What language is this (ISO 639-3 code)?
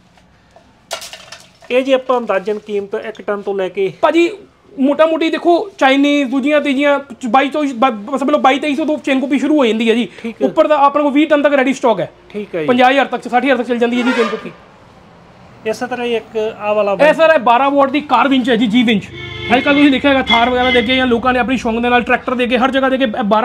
pan